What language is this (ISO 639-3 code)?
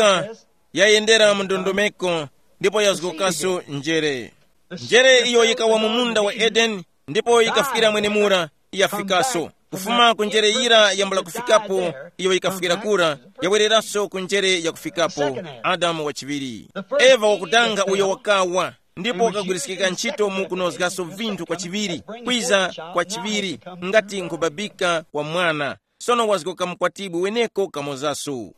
tum